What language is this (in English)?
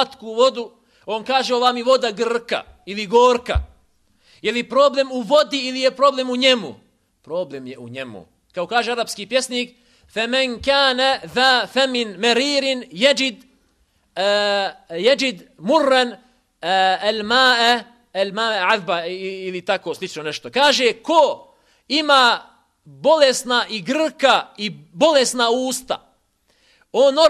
Bosnian